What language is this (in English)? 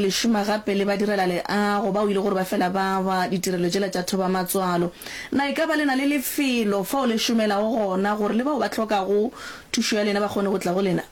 Northern Sotho